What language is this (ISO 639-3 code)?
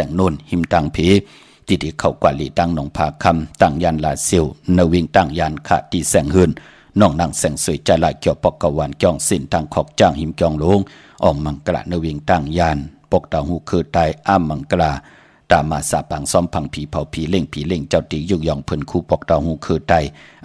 shn